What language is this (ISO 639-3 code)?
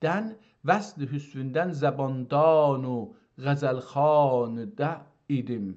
azb